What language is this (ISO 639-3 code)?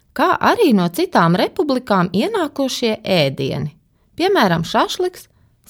lav